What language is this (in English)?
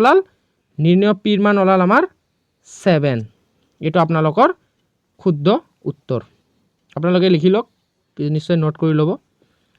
Assamese